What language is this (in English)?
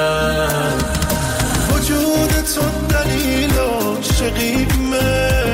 Persian